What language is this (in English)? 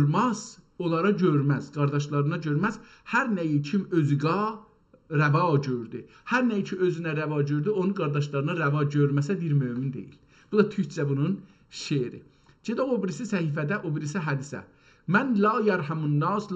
South Azerbaijani